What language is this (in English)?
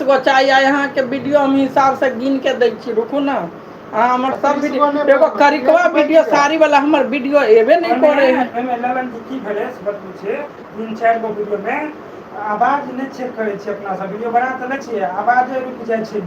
Maithili